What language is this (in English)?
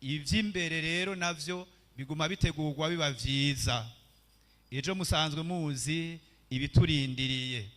Rundi